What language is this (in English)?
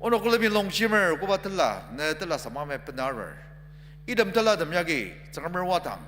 Ao Naga